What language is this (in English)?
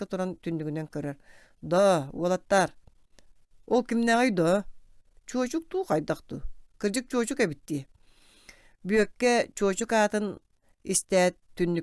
Yakut